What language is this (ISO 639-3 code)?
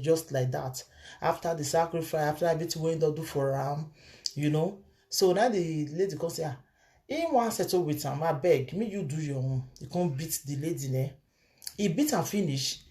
pcm